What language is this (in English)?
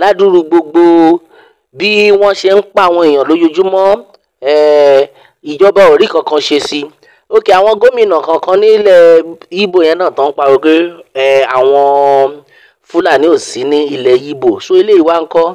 Yoruba